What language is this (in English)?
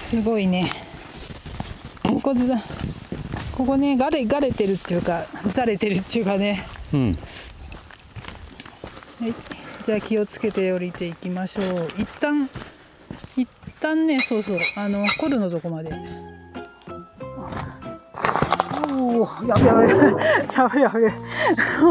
Japanese